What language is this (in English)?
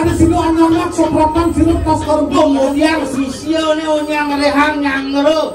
Balinese